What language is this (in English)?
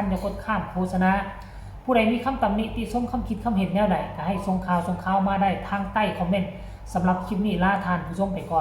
Northeastern Thai